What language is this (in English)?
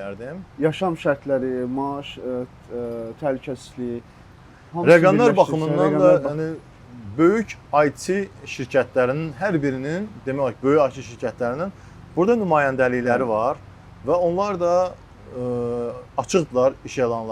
Azerbaijani